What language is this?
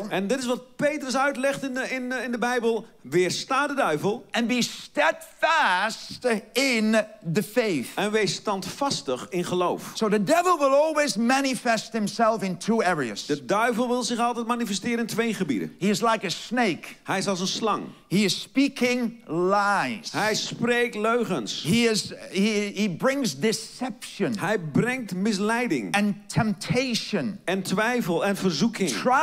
Dutch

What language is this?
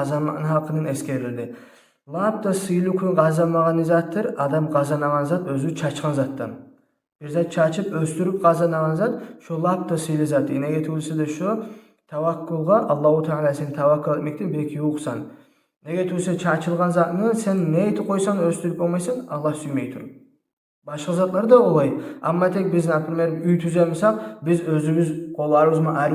Kumyk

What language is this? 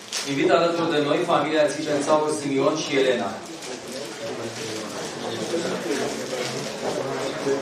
Romanian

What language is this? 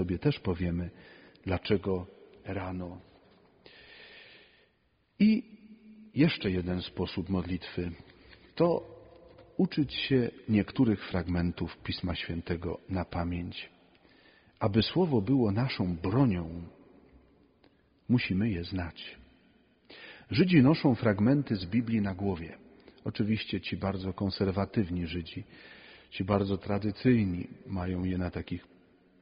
Polish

